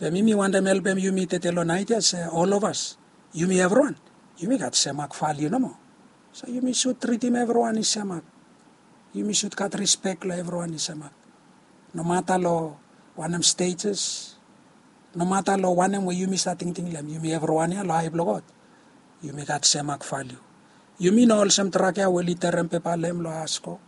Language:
Bislama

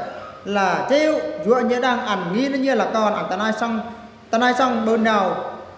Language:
Eastern Bru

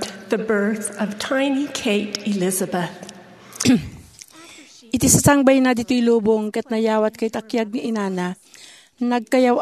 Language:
Iloko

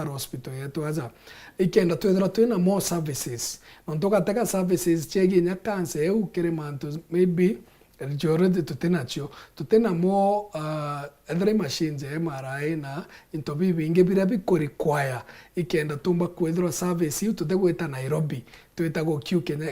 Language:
Meru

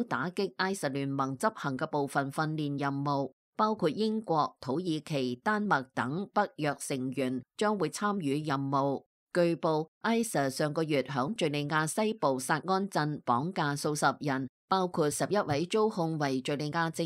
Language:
Cantonese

